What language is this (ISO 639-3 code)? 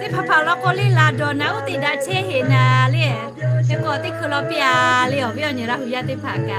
lhu